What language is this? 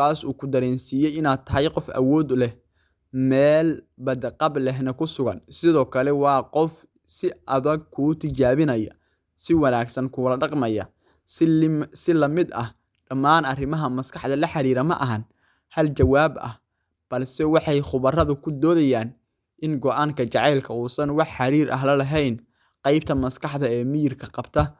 Somali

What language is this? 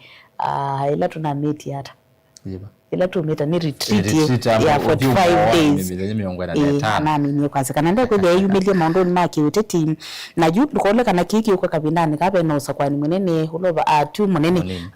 Kamba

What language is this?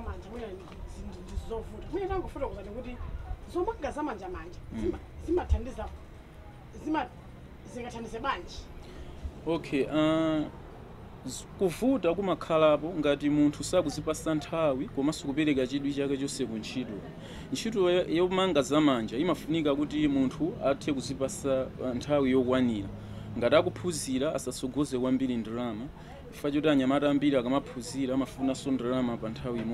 Nyanja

